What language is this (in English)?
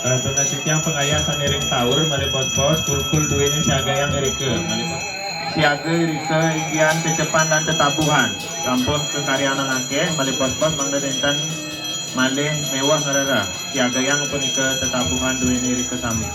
Balinese